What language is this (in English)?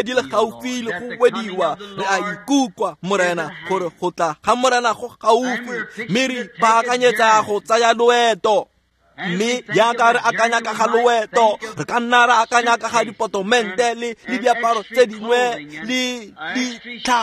Tswana